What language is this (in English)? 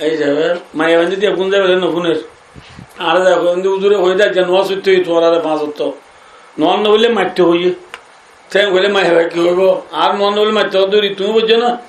Rohingya